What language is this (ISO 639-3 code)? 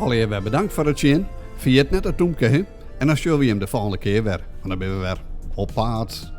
fry